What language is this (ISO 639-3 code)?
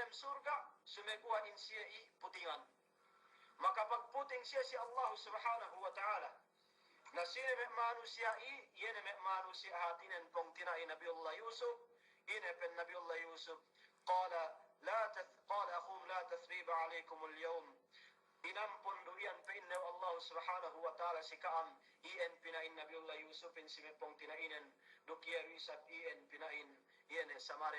yka